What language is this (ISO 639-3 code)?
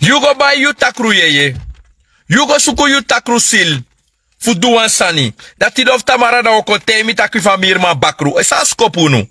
srn